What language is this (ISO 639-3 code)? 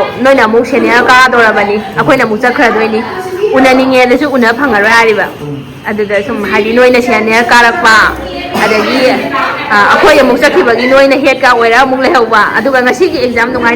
mni